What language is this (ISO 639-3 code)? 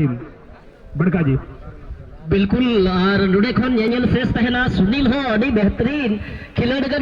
sat